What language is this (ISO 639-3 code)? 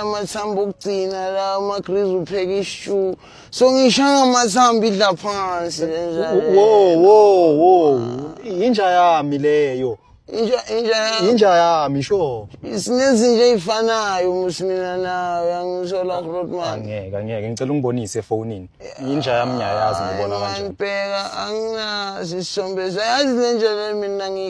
zul